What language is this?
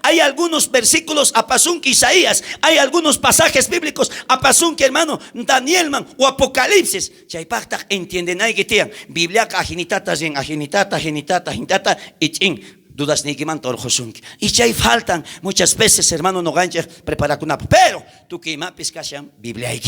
South Bolivian Quechua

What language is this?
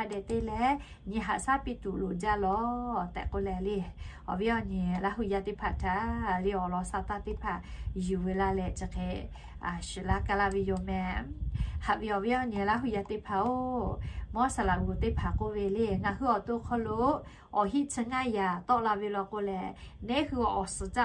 Lahu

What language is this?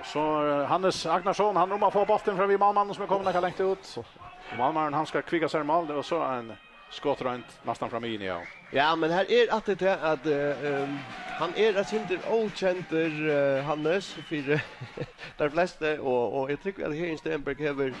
Faroese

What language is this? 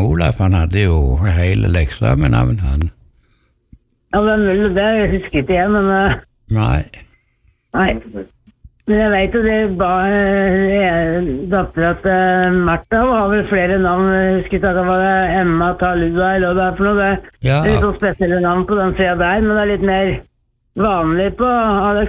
Norwegian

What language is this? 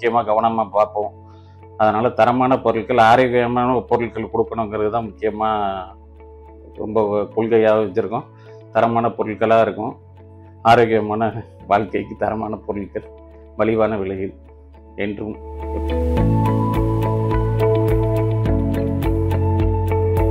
Tamil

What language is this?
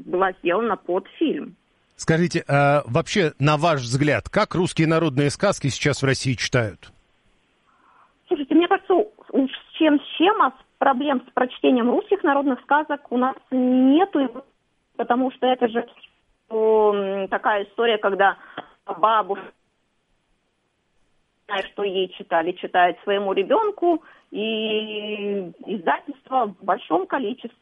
Russian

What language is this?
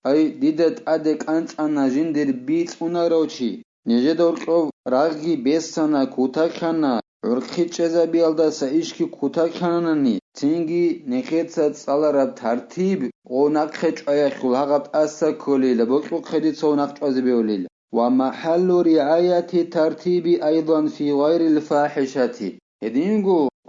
Avaric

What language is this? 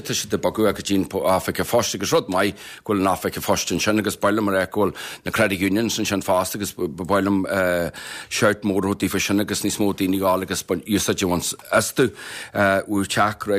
Irish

